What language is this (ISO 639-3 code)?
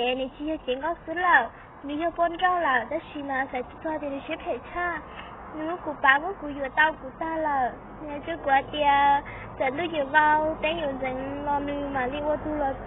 hmn